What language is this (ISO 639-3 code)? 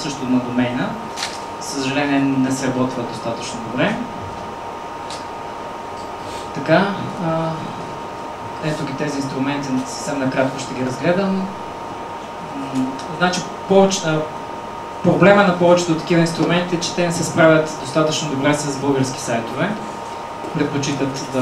bul